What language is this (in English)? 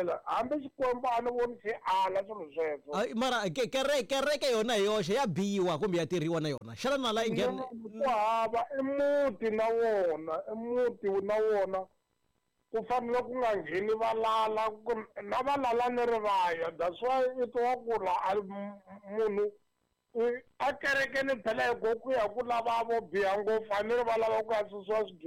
Tsonga